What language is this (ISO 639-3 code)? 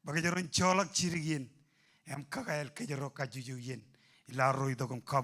mah